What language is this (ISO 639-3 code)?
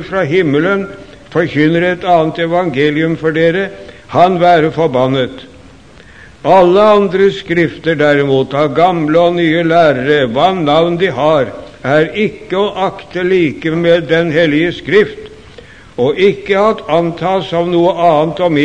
nor